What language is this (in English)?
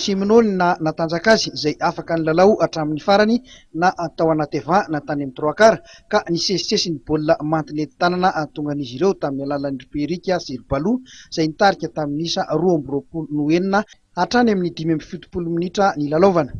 Malagasy